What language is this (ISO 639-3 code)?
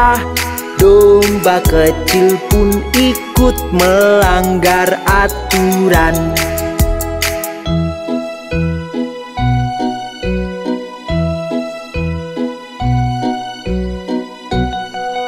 ind